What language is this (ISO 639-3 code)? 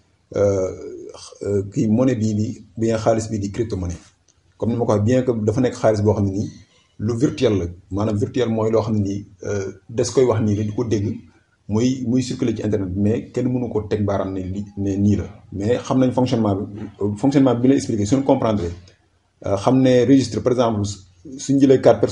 wol